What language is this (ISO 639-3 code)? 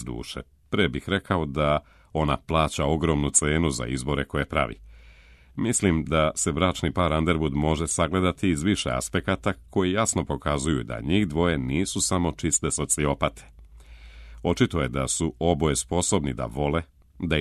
srp